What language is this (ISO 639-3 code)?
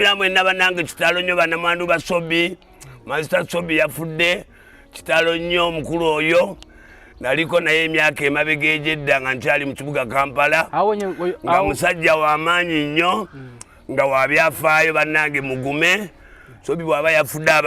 lug